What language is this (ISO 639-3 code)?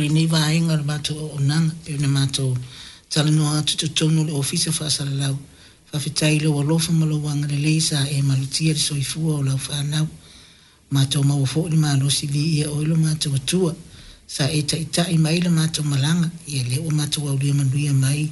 smo